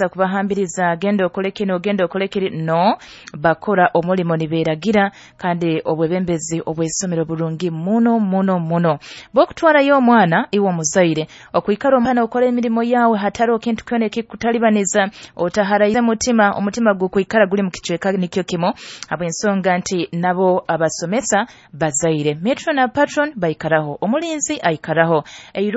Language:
Nyoro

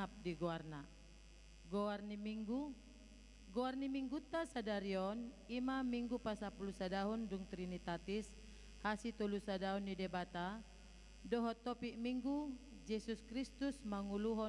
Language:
Batak Toba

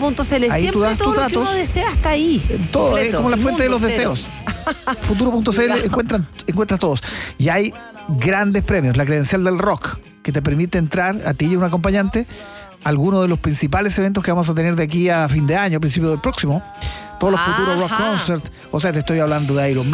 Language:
Spanish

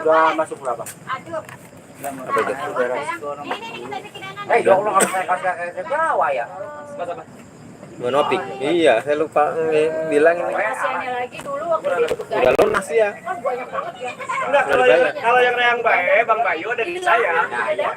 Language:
Betawi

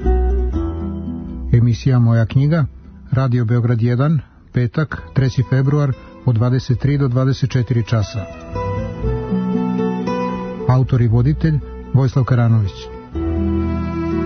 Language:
Serbian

